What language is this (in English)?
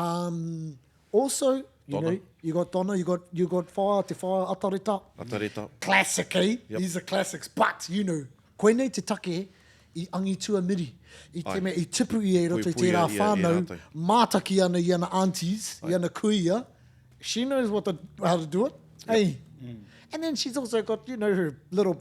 Māori